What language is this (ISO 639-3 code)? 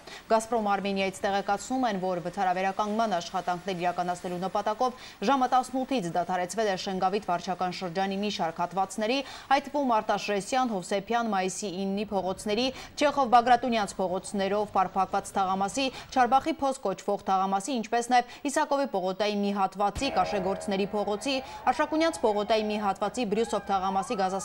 hye